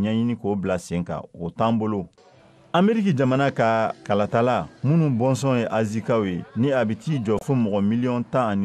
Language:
Bambara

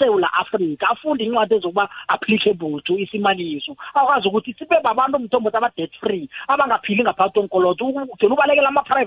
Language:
South Ndebele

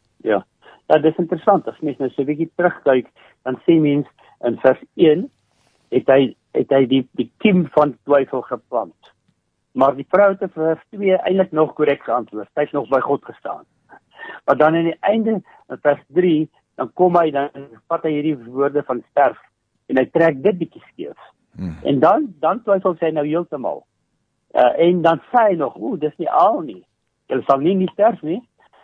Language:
Afrikaans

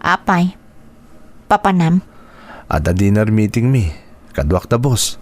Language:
Iloko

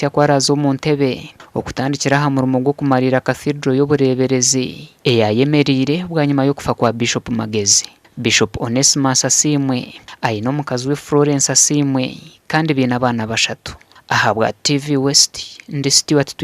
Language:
Nyankole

